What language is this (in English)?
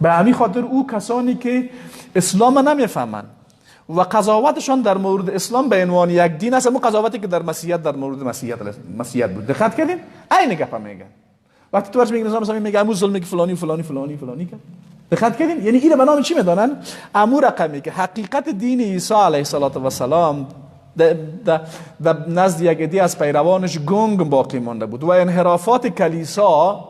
Persian